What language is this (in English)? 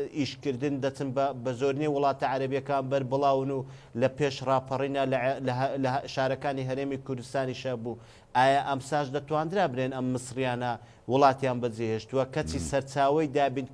Central Kurdish